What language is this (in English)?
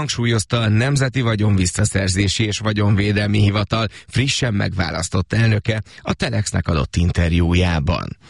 Hungarian